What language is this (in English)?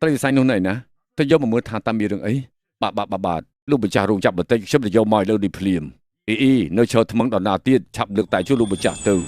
Khmer